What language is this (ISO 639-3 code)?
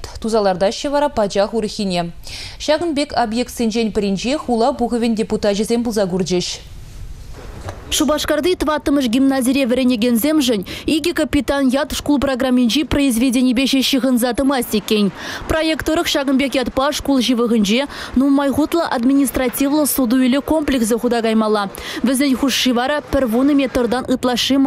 chv